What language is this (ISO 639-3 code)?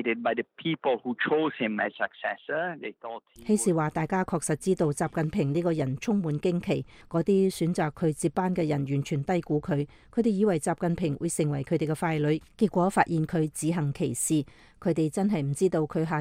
yue